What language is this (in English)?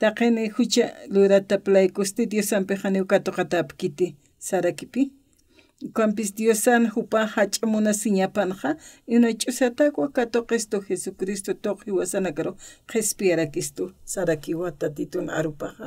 Aymara